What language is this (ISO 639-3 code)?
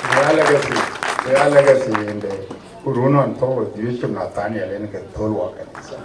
din